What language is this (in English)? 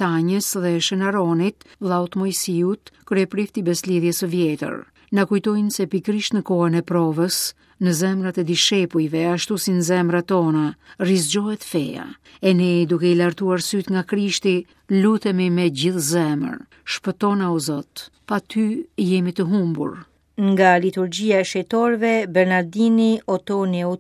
Albanian